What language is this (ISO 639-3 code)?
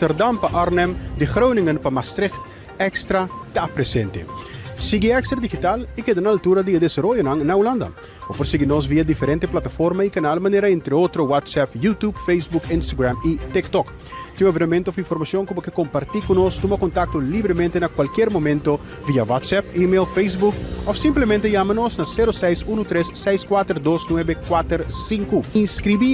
pap